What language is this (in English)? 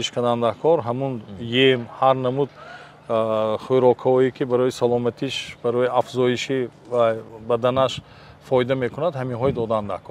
Tajik